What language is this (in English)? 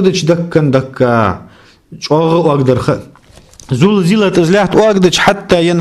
Ingush